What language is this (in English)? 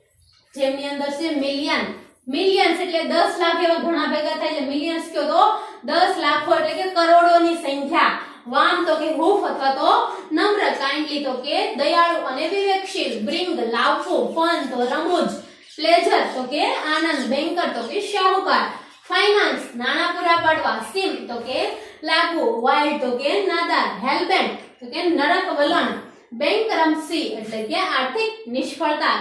Gujarati